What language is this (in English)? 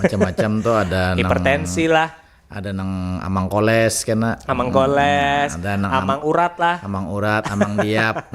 Banjar